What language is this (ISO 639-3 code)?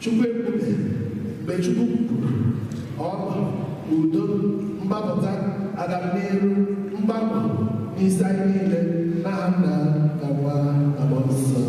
ibo